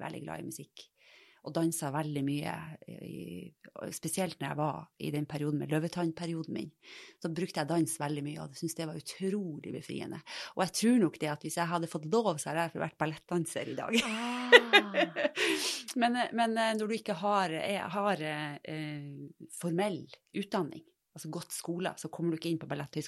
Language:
Norwegian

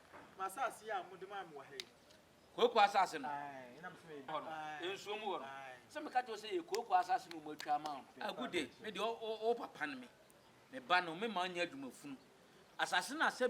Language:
Akan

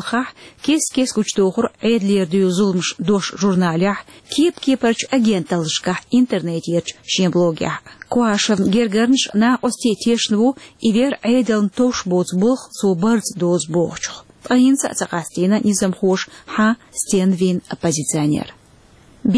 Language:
Chechen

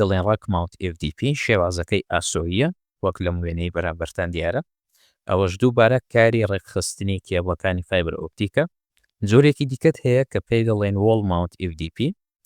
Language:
Central Kurdish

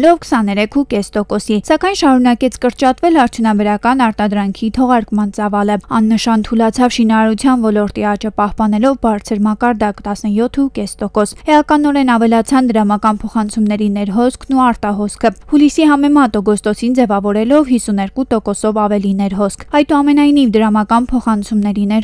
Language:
Armenian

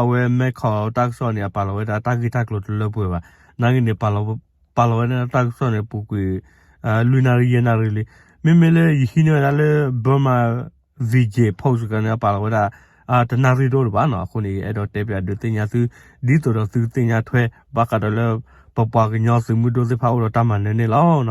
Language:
S'gaw Karen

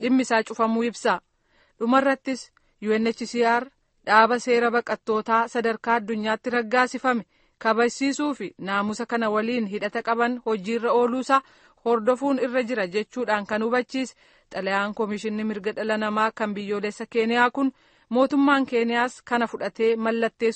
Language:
Oromo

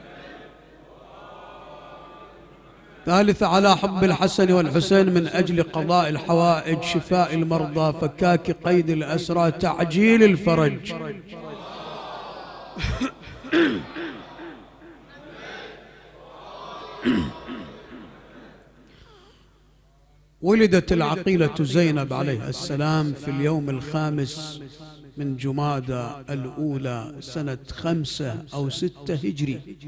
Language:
Arabic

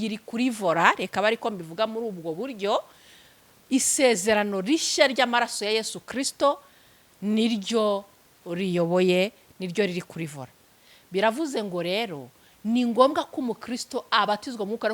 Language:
Kinyarwanda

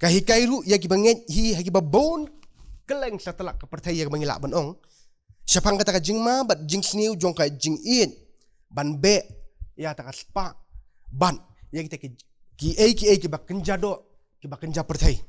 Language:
Khasi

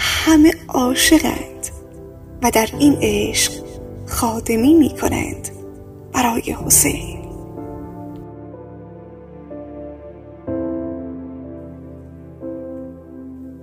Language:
Persian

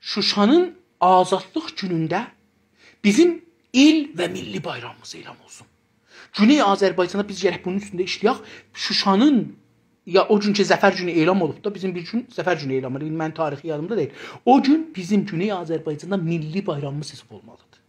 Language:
South Azerbaijani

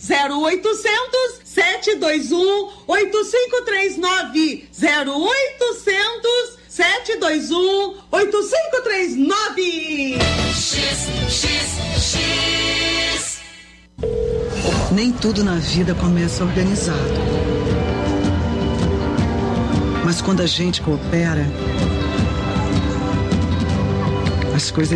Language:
Portuguese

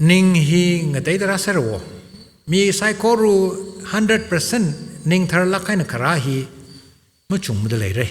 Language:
Tangkhul Naga (India)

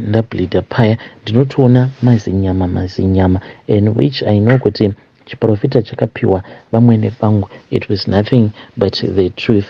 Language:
Shona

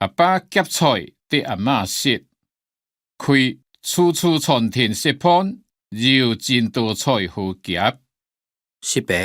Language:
Hakka Chinese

